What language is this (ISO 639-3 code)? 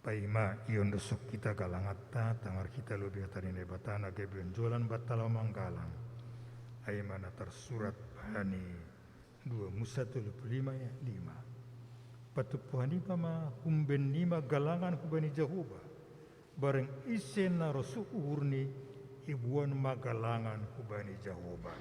bts